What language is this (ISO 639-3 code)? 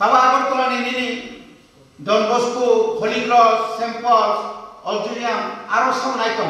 trp